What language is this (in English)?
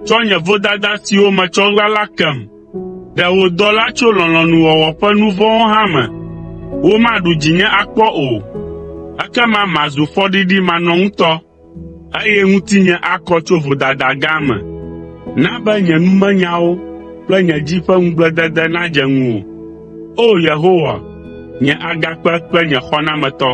Ewe